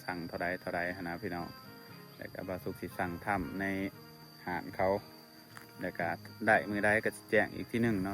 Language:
Lao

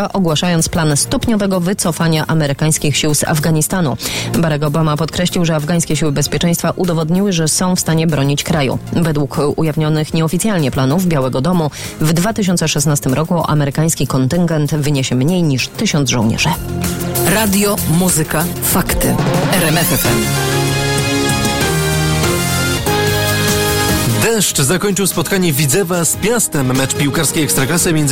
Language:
Polish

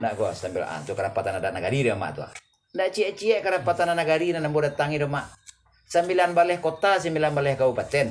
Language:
Minangkabau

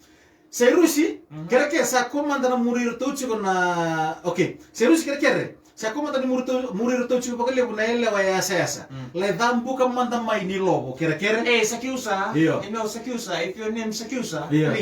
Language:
Fijian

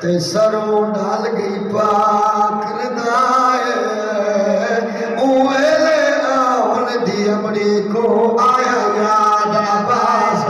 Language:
Saraiki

